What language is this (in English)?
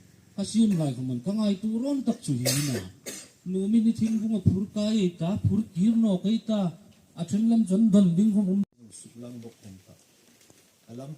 Hmar